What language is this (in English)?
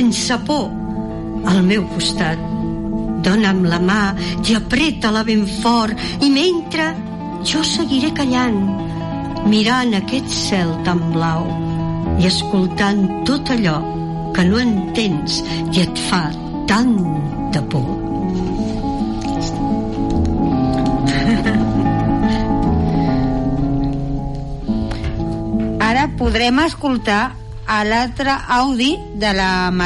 Catalan